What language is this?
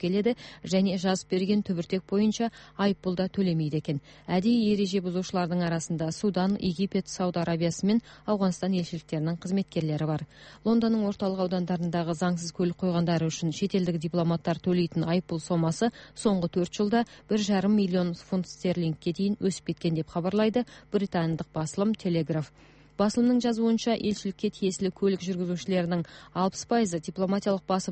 Kazakh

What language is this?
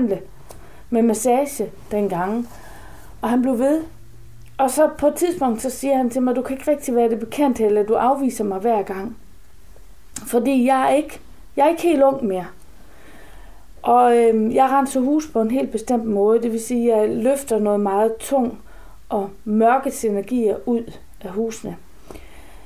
Danish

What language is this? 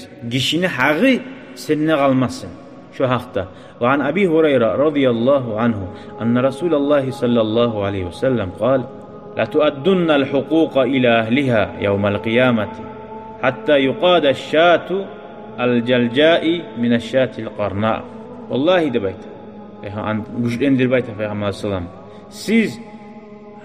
Kumyk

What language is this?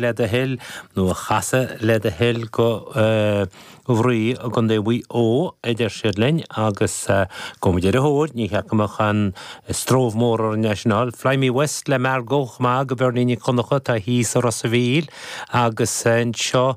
Irish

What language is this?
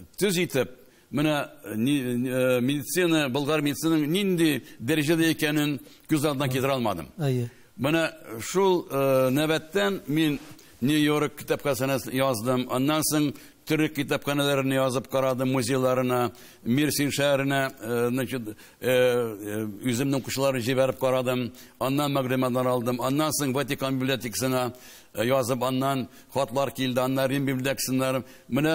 Tatar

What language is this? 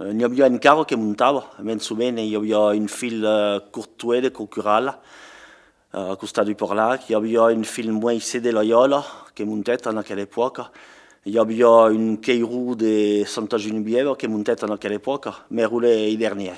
Occitan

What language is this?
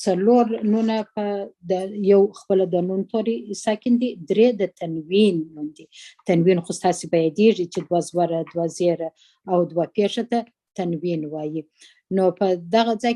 Pashto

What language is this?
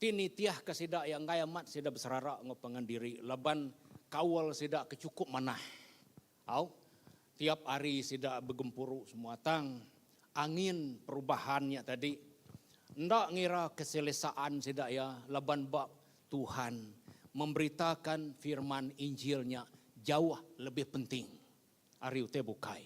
Iban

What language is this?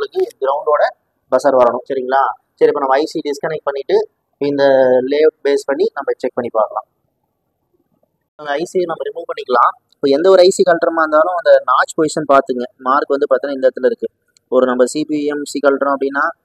Tamil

